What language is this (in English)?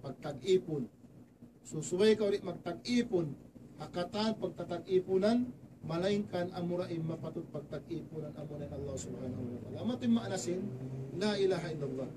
Tausug